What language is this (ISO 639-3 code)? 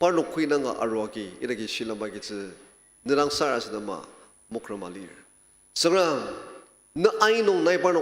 njo